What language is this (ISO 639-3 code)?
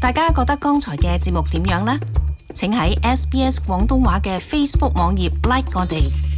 yue